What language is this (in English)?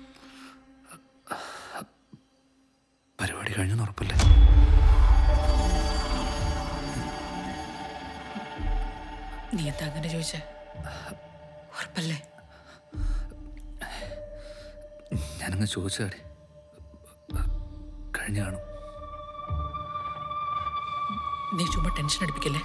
Malayalam